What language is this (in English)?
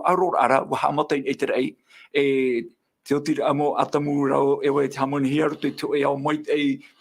Tahitian